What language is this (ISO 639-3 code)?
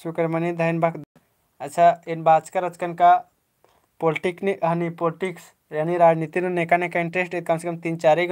kru